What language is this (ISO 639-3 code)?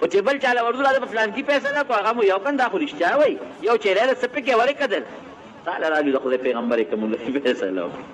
pus